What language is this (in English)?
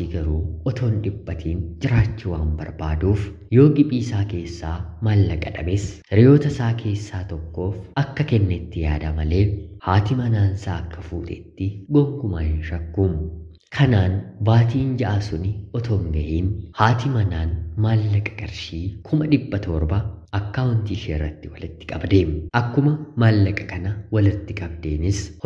Oromo